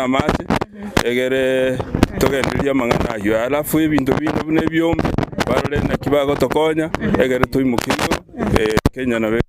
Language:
Gusii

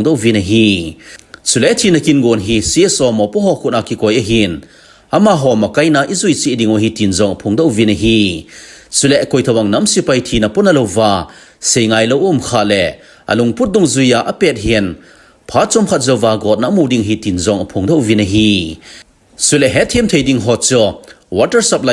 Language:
Thado Chin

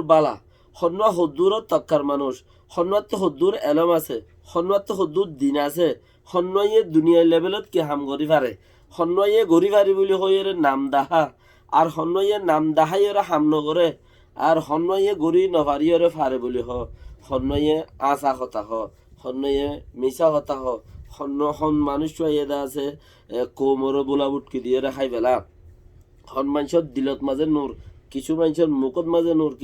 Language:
Rohingya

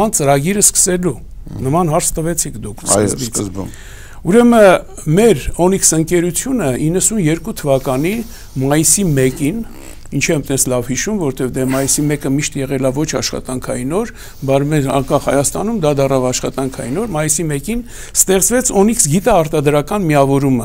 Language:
Armenian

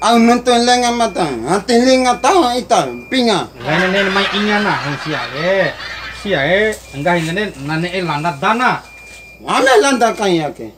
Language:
Bima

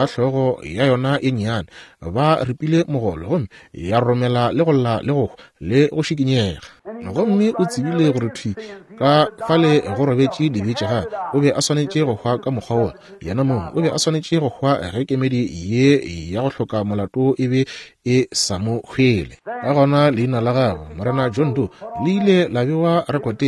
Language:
Northern Sotho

